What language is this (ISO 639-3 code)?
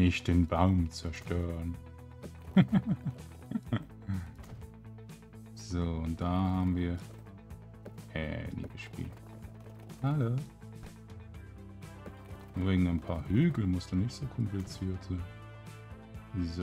deu